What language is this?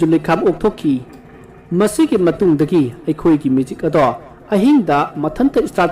Manipuri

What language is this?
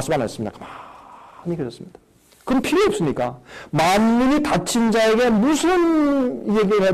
Korean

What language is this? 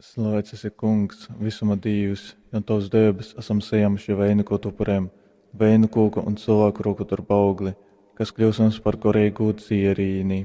Latgalian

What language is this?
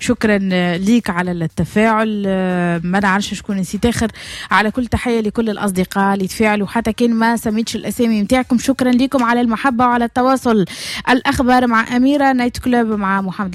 Tunisian Arabic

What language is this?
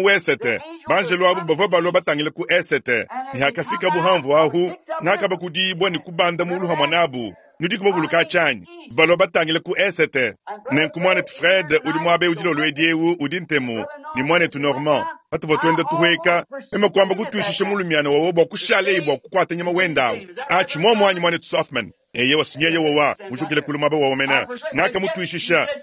Luba-Lulua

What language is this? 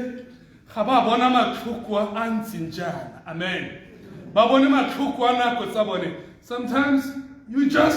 Tswana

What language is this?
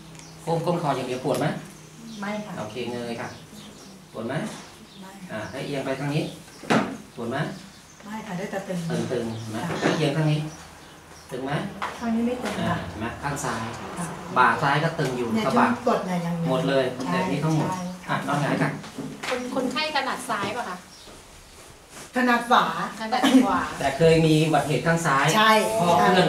Thai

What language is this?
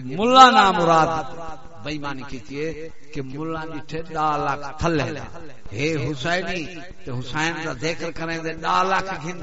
Saraiki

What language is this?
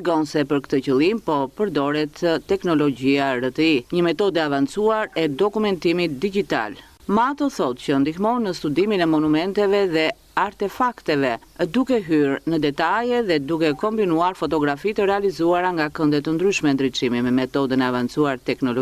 Albanian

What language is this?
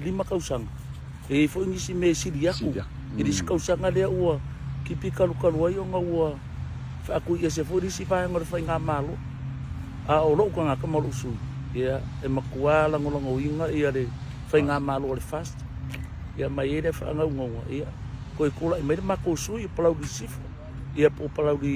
Samoan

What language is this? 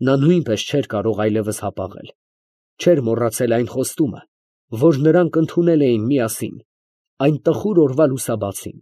Armenian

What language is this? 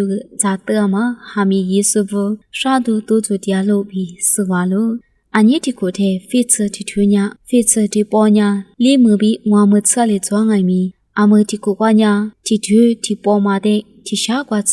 Lisu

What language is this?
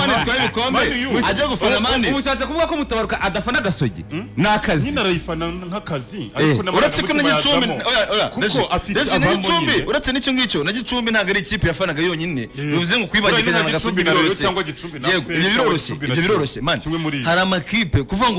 Kinyarwanda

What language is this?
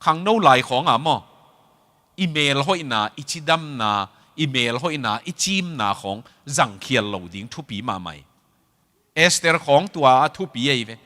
Tedim Chin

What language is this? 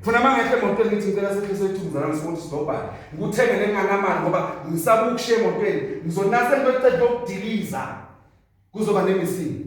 Zulu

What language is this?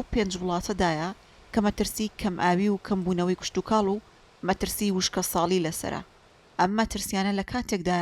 Central Kurdish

